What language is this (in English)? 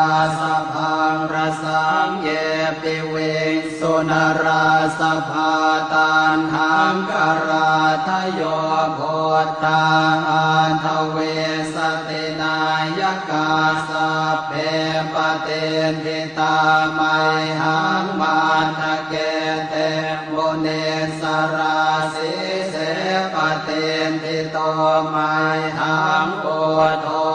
Pali